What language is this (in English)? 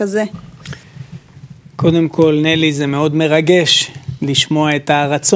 Hebrew